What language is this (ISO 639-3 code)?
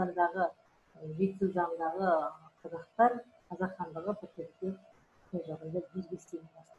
kaz